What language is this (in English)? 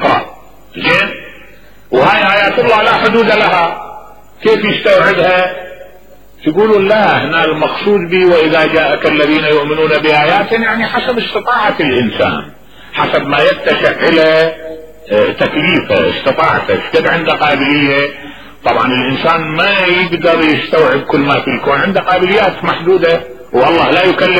Mesopotamian Arabic